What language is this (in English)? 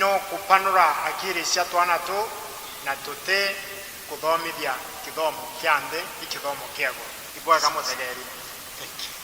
Meru